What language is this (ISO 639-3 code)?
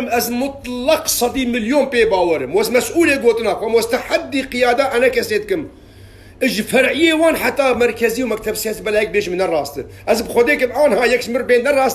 kur